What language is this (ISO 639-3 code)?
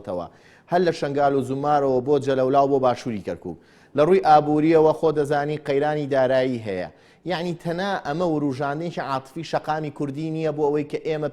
ckb